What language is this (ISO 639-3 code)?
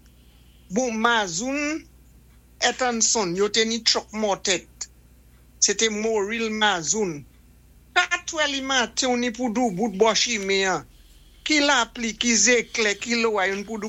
acf